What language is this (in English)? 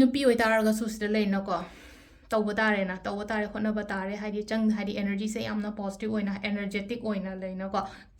Manipuri